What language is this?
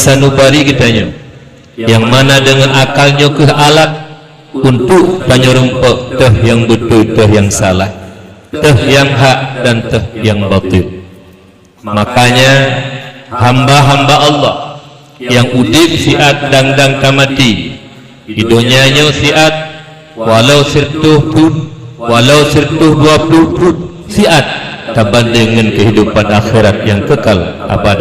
Achinese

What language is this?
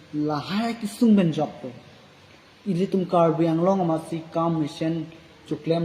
Karbi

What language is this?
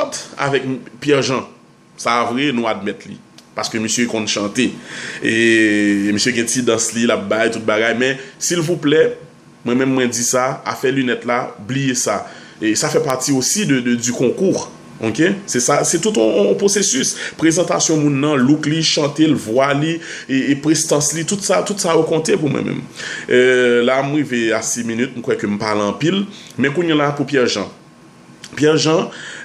Haitian Creole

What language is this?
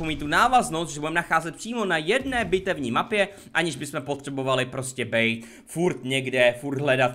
Czech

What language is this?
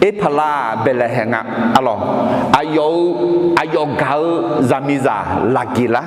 Akha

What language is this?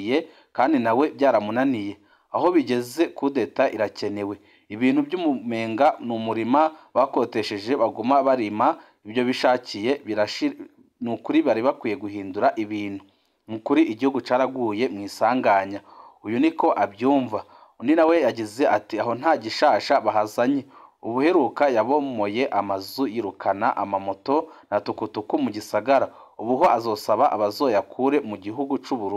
Rundi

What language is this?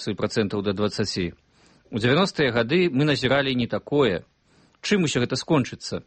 Belarusian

